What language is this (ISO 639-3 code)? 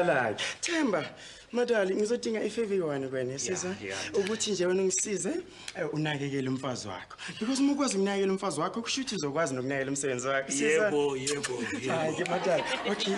zul